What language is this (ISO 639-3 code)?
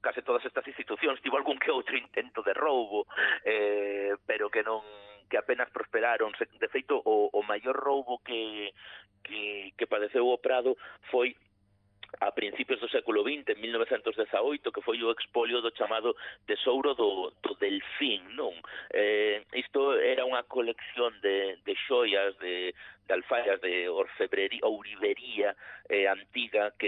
glg